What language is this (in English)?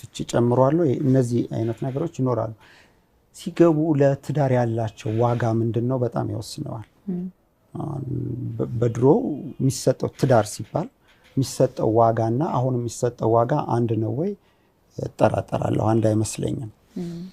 Amharic